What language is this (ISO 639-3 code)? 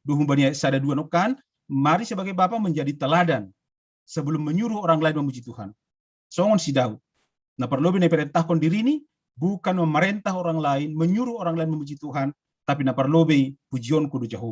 bts